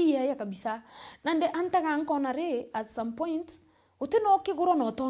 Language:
Meru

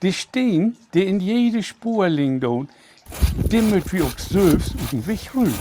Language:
Low German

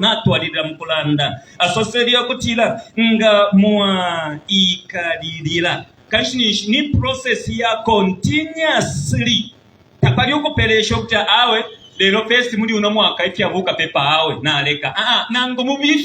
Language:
Bemba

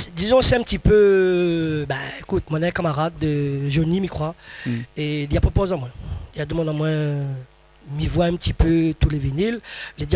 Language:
Réunion Creole French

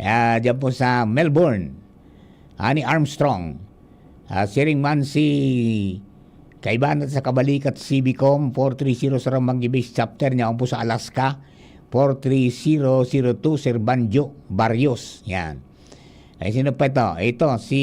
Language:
Bikol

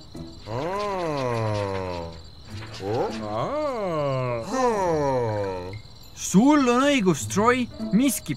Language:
Estonian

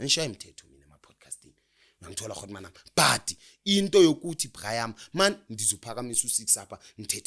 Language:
Zulu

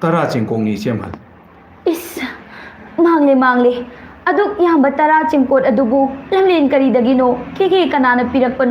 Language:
Manipuri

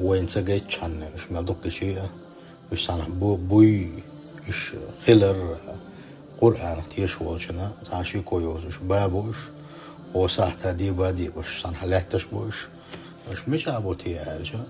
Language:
Chechen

